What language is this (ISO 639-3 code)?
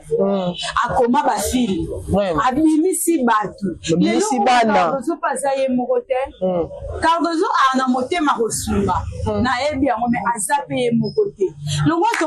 lin